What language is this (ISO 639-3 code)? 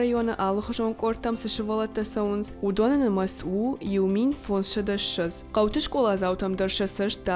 oss